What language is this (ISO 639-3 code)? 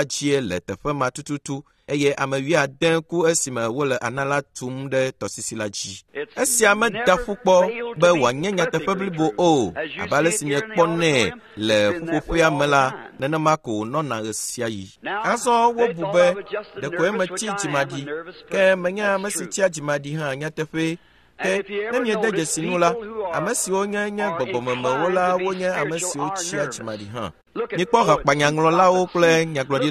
ewe